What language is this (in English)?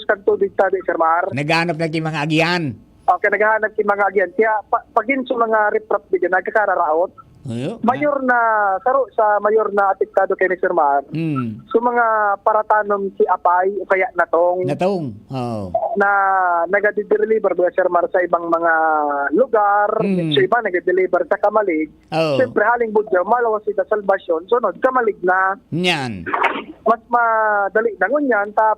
Bikol